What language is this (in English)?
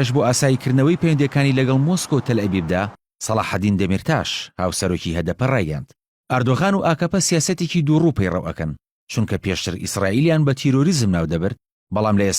Central Kurdish